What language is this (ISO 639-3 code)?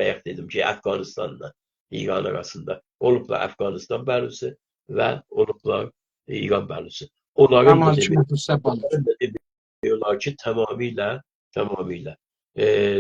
azb